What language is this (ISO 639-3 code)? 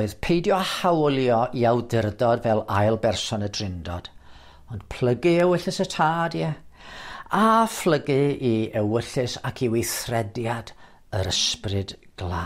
cym